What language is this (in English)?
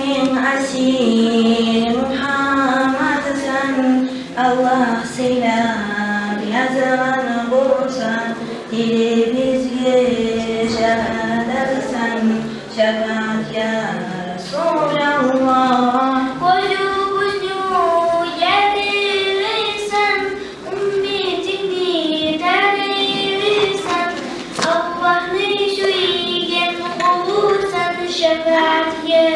Kumyk